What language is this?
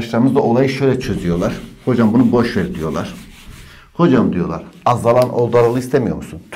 Turkish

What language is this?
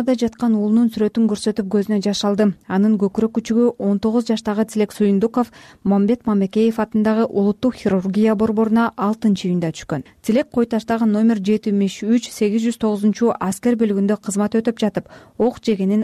Kyrgyz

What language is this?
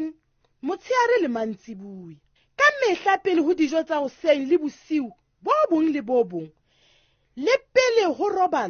Southern Sotho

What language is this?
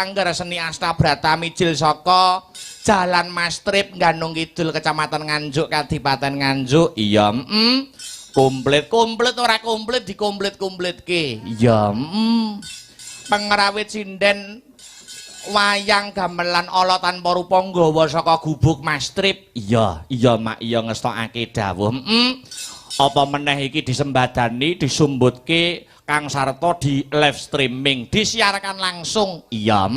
Javanese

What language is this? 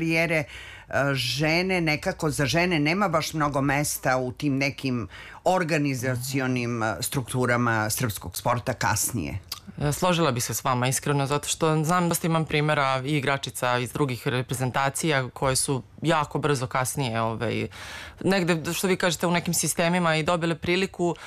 Serbian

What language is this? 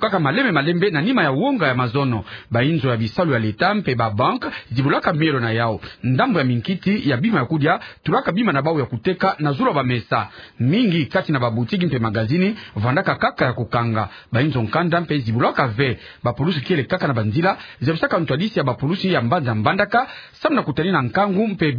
Kituba (Democratic Republic of Congo)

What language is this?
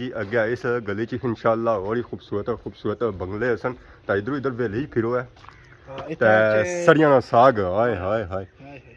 Pahari-Potwari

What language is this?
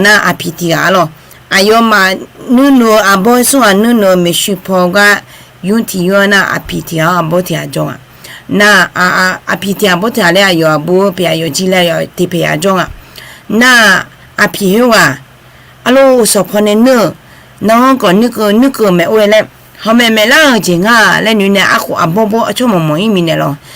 Akha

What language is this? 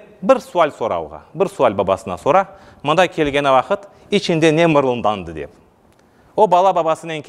Crimean Tatar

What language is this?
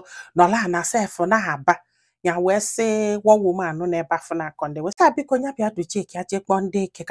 Igbo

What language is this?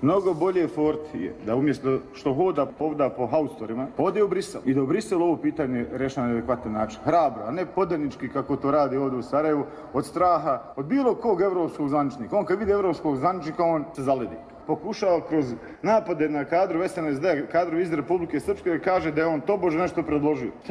Croatian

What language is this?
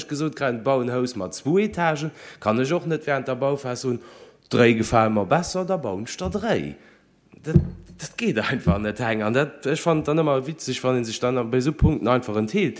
Luxembourgish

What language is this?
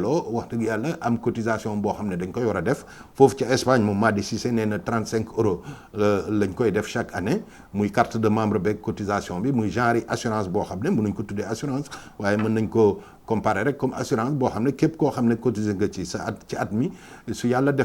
Wolof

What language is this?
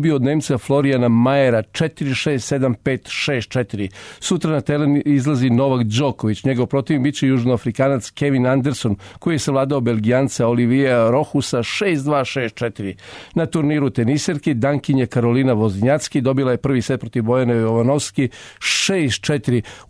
Serbian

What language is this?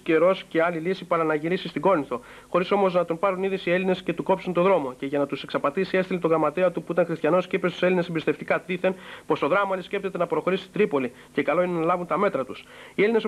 Greek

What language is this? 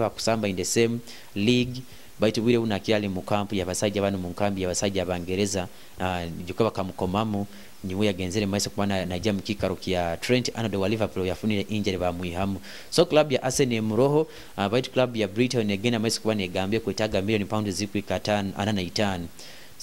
Nyoro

